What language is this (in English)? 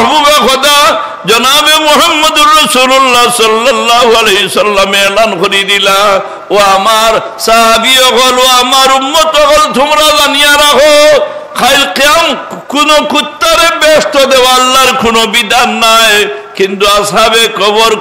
Sylheti